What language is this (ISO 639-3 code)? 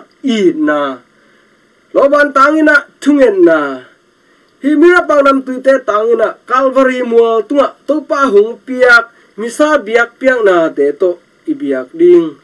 ctd